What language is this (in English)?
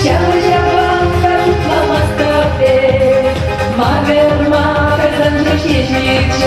Chuvash